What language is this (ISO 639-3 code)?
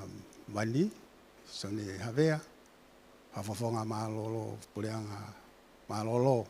ton